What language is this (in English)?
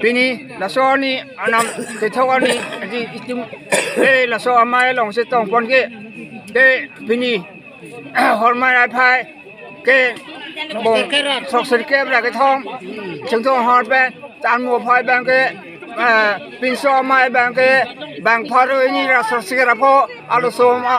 Karbi